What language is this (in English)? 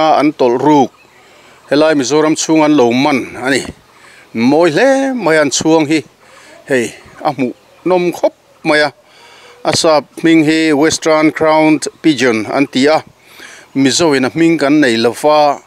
Mizo